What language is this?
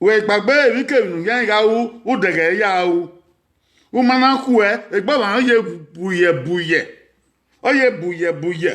Bini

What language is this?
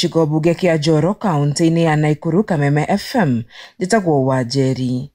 Kikuyu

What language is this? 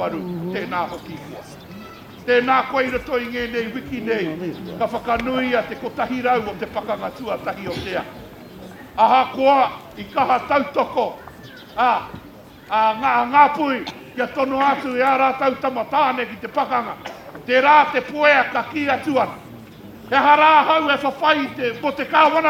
Māori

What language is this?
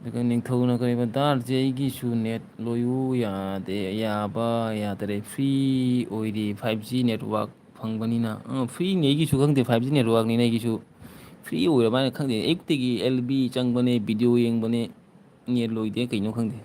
Manipuri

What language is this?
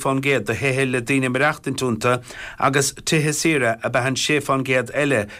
Irish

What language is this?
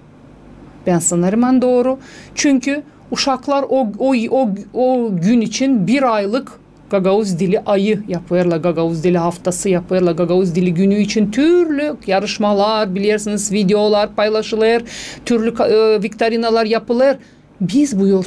Gagauz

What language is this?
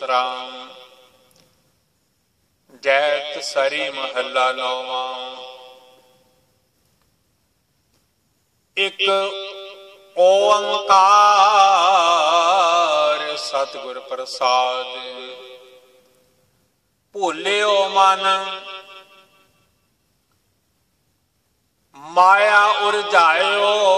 Punjabi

